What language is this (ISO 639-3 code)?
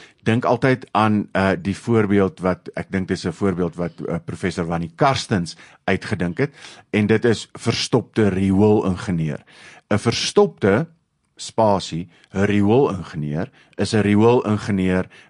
afr